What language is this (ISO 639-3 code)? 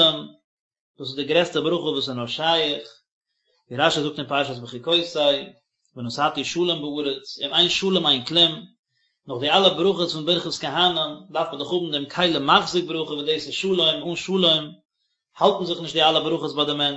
yid